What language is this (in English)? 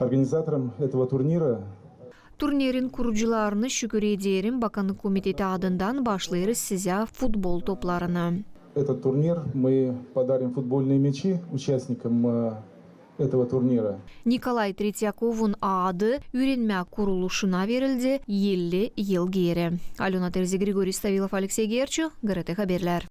Gagauz